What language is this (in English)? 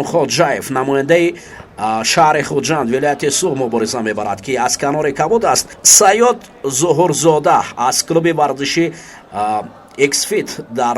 Tajik